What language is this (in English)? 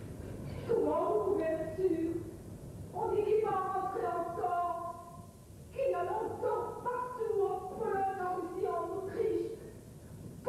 French